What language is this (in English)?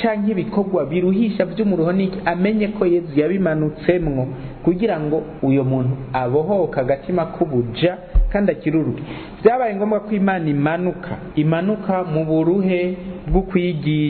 Rundi